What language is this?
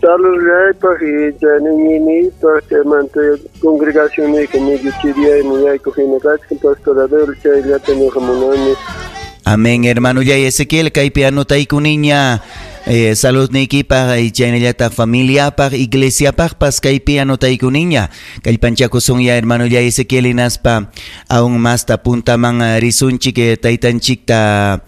Ayacucho Quechua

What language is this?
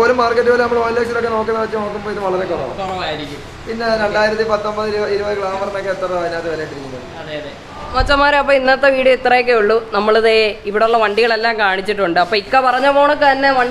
Malayalam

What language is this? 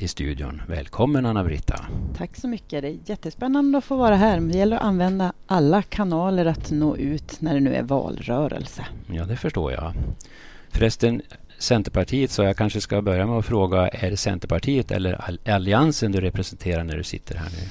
Swedish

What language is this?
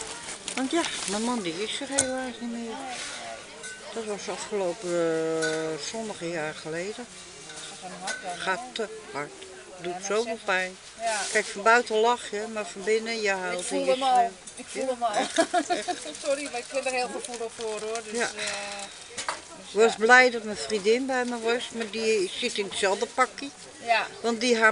Dutch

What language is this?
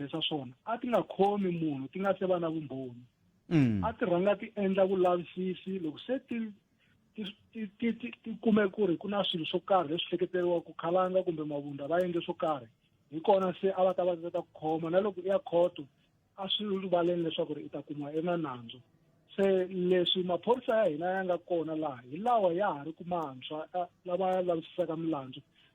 Tsonga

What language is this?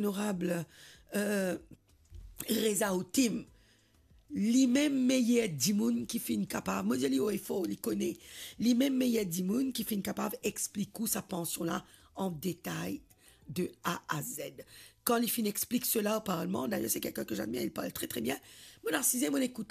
Morisyen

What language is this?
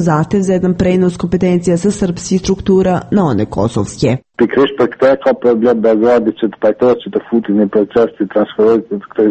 Serbian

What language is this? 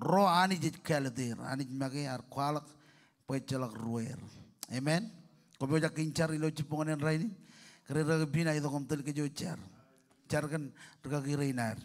Marshallese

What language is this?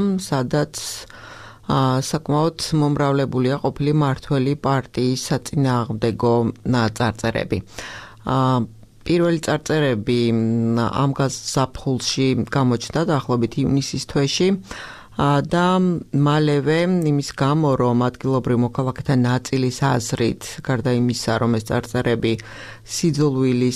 Georgian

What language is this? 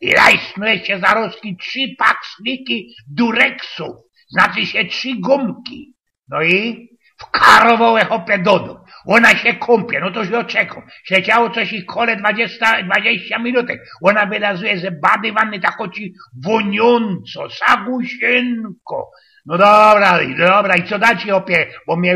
Silesian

